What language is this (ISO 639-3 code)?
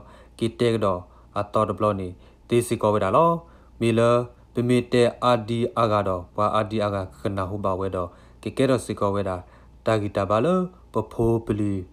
ksw